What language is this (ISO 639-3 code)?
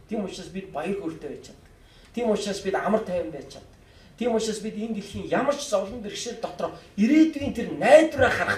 mon